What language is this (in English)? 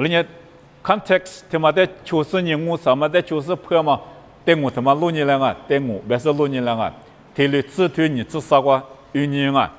Lisu